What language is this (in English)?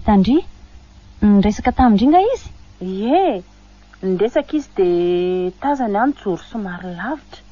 Malagasy